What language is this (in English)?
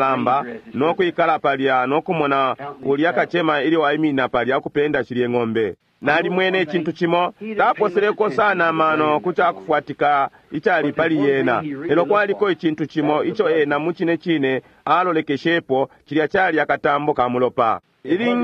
Bemba